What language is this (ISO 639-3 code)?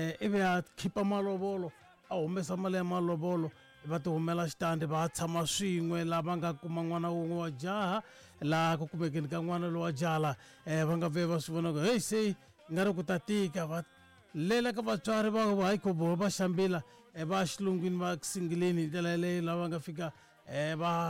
tso